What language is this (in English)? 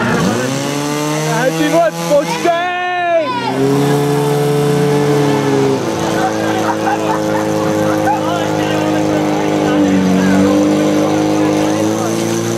Czech